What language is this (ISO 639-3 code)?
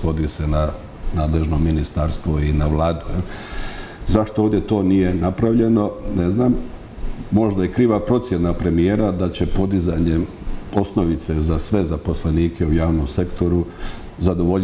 hrv